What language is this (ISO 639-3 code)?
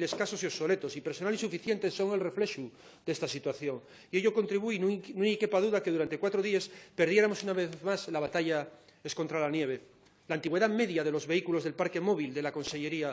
ast